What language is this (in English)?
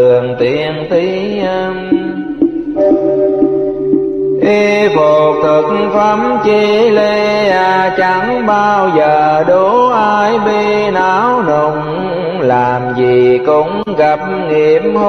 Vietnamese